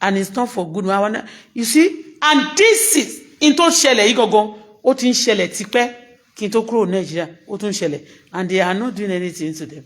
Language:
Yoruba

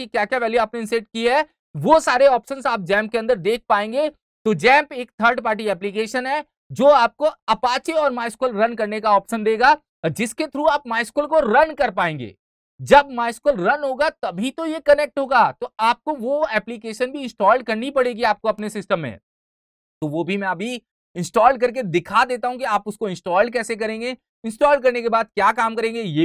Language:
Hindi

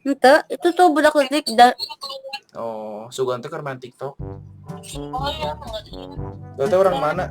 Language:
Sundanese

